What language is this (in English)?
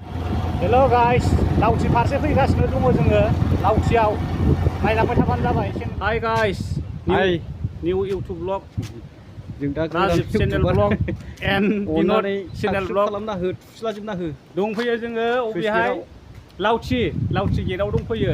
Bodo